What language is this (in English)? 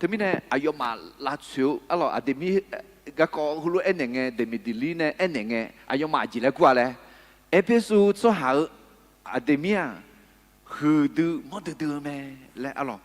Akha